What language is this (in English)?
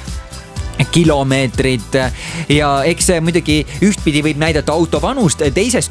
Estonian